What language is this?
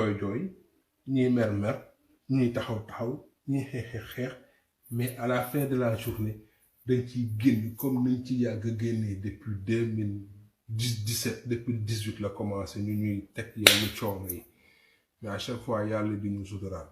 Wolof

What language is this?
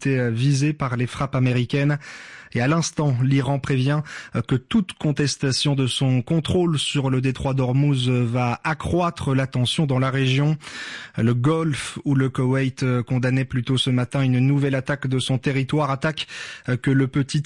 French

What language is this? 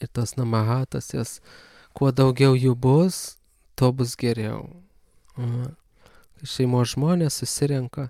Lithuanian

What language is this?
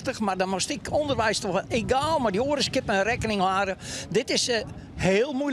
Western Frisian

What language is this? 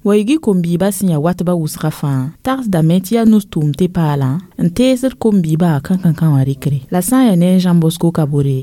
Mossi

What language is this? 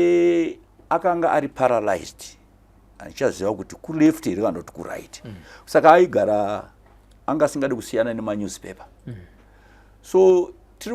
Shona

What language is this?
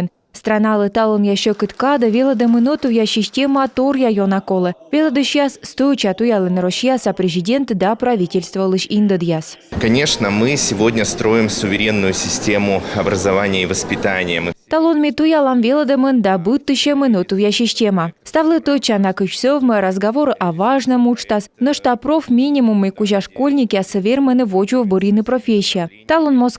Komi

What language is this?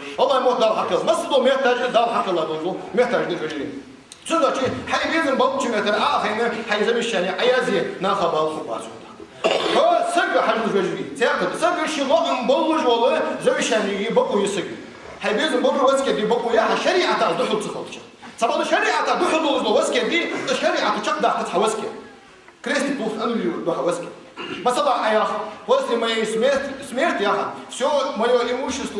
Ingush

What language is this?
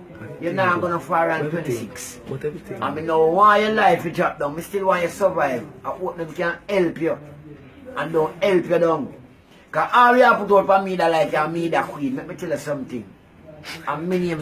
Jamaican Creole English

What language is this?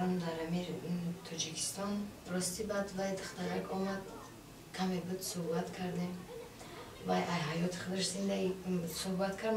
Tajik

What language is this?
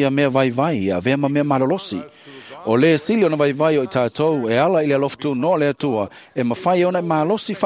Samoan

